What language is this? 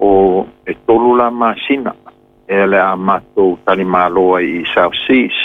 Samoan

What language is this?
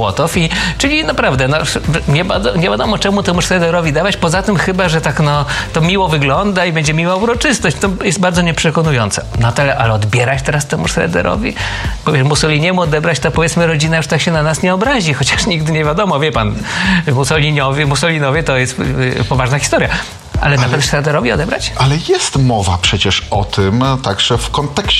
Polish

